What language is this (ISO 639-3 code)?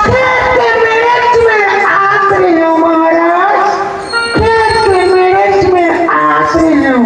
hne